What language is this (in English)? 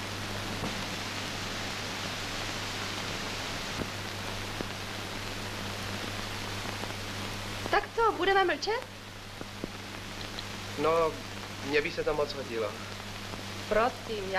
Czech